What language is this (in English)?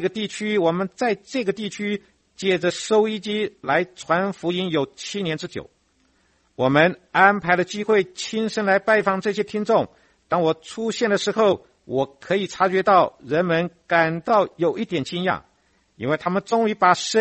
Chinese